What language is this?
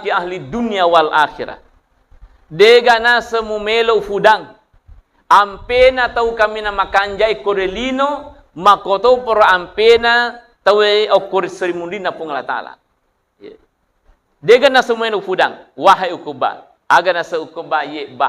Buginese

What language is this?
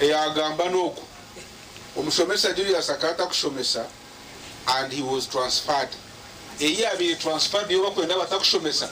Nyankole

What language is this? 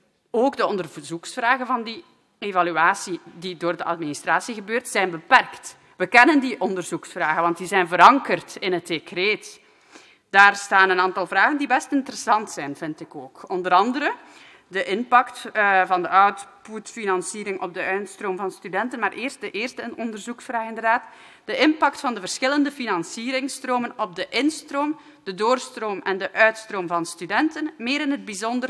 Dutch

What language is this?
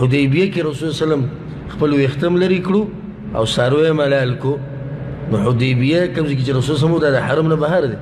Pashto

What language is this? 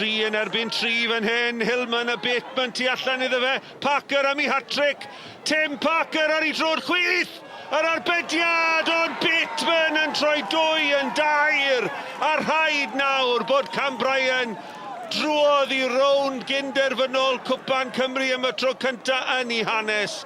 Welsh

